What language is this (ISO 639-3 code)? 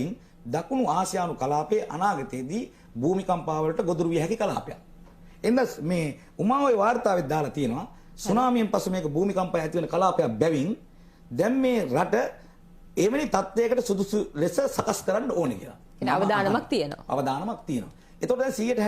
sin